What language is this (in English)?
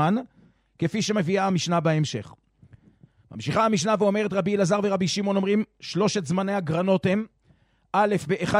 Hebrew